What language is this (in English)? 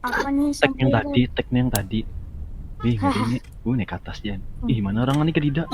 Banjar